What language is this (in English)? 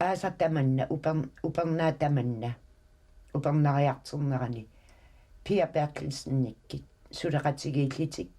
Kalaallisut